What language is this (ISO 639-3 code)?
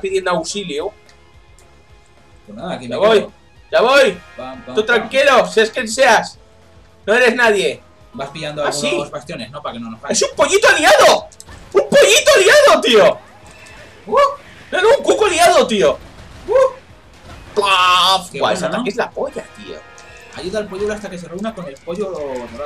spa